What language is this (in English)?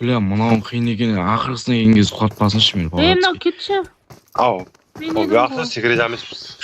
Kara-Kalpak